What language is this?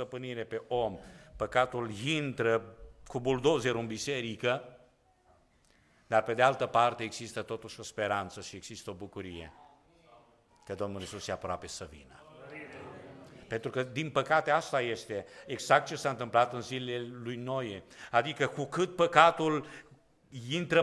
Romanian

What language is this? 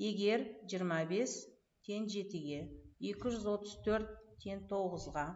Kazakh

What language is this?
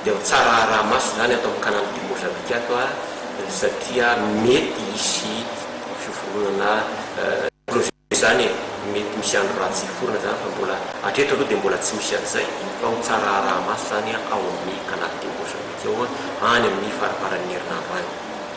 Malagasy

